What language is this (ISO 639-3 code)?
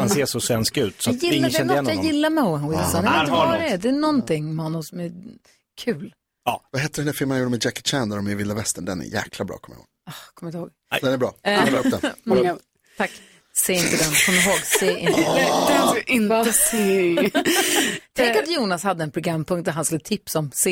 swe